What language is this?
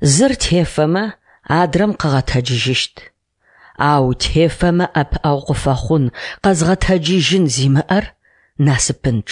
Adyghe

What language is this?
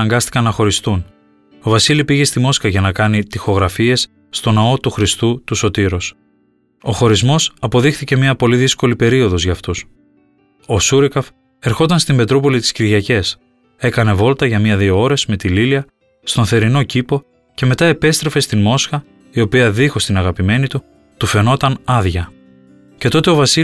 Greek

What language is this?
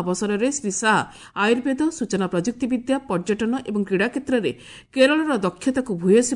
Odia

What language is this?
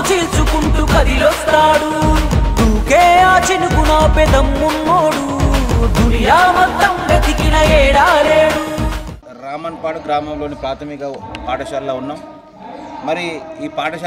Telugu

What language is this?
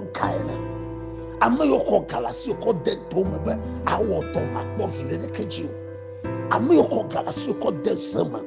Ewe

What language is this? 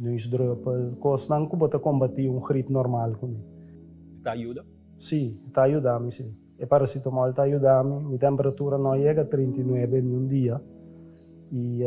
Papiamento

